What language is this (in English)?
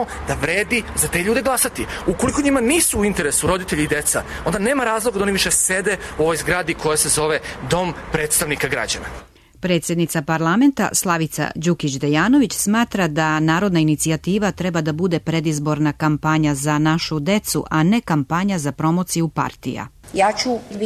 Serbian